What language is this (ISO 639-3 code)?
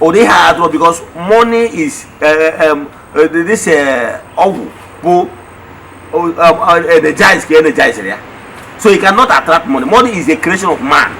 ibo